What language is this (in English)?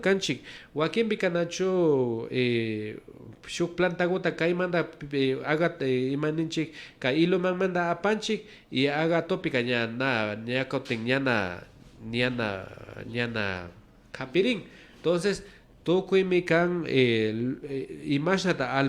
Imbabura Highland Quichua